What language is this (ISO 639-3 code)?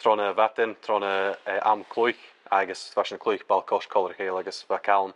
gla